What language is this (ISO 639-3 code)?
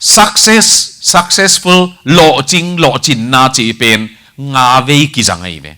ctd